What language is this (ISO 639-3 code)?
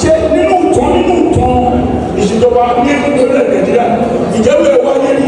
yor